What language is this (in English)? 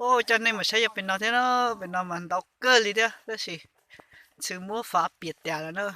Hmong